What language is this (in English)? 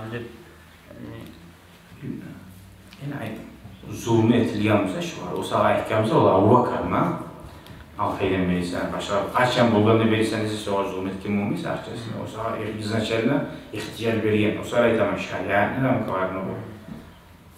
Kumyk